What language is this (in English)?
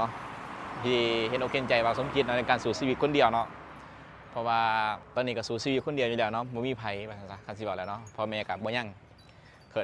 Lao